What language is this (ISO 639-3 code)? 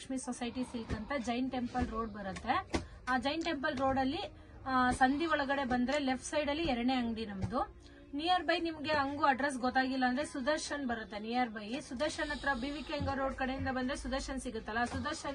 kan